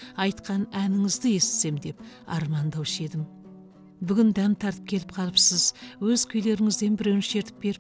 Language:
Kazakh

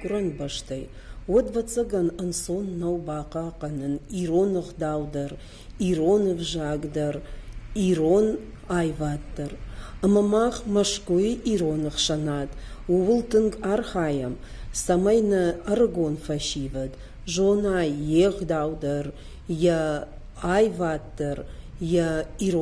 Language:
Ossetic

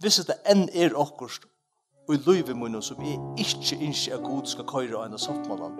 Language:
Faroese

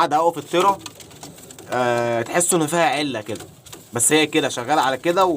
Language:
Egyptian Arabic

